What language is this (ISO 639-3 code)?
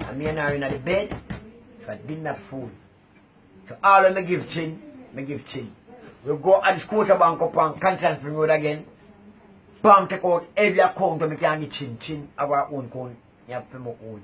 jam